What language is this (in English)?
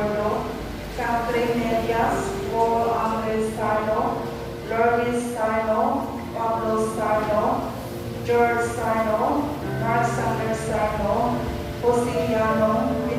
Cebuano